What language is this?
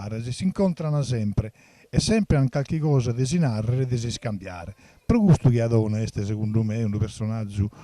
Sardinian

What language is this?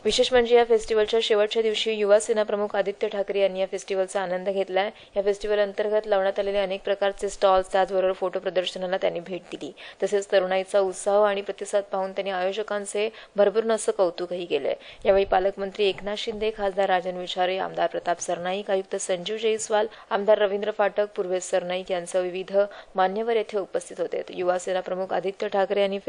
Marathi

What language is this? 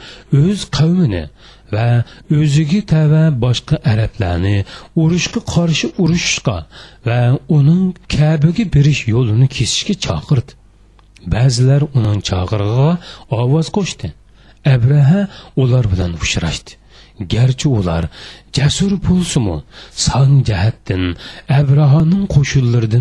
Uyghur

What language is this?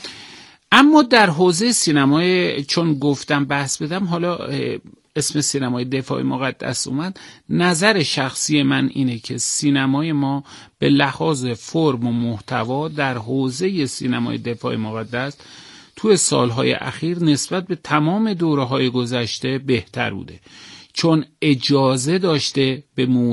Persian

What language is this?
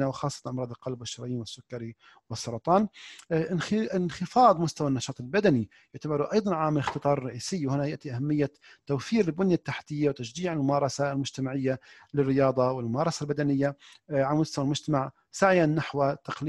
Arabic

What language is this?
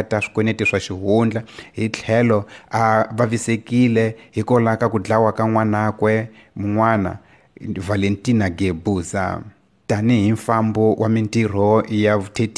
Tsonga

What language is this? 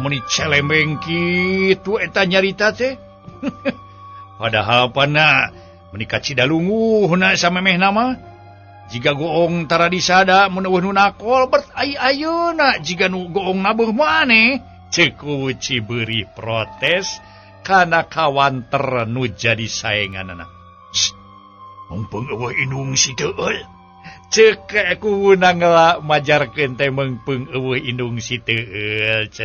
Sundanese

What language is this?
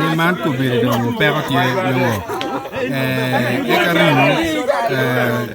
Acoli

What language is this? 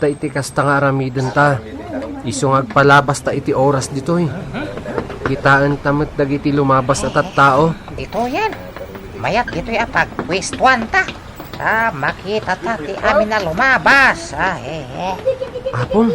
Iloko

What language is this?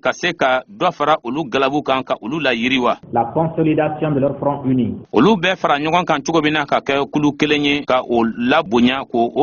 Bambara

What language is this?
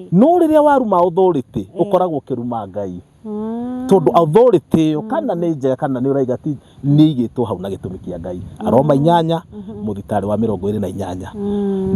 Kikuyu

